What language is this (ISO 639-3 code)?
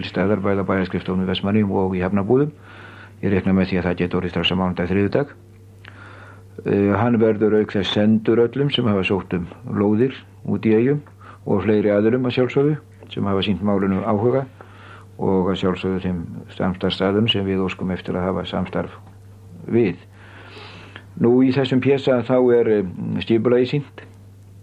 isl